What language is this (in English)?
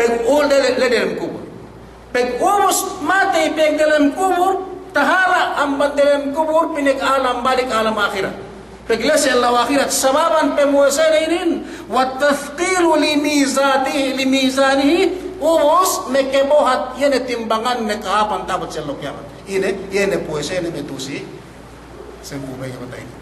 Yakan